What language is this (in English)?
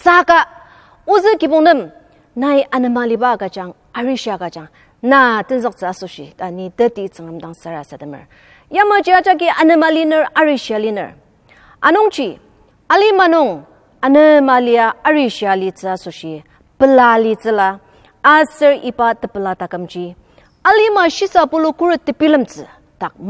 Ao Naga